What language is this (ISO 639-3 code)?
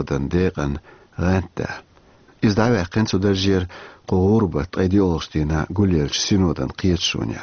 che